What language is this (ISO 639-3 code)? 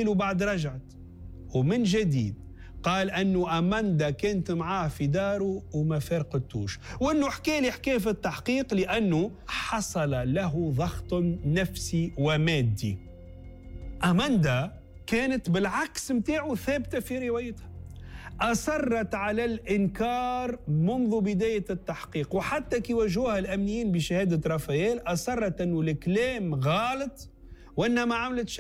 aeb